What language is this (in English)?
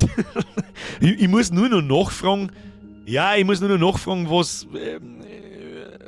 Bavarian